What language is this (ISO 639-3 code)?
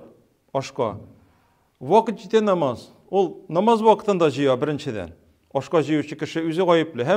tat